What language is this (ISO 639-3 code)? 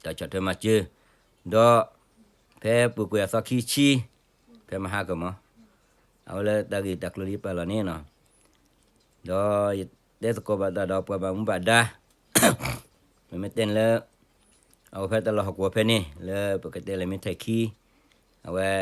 ksw